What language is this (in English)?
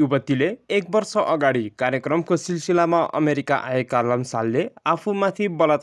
Nepali